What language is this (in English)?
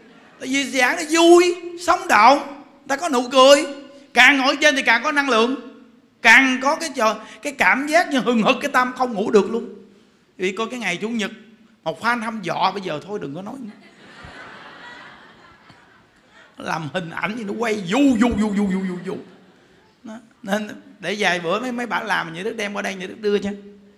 Vietnamese